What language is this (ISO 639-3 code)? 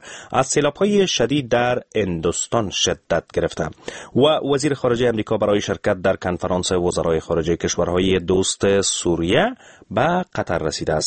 fas